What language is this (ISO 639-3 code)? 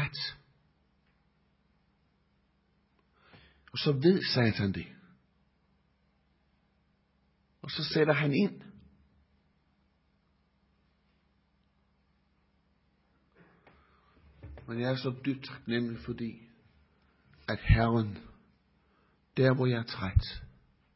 dan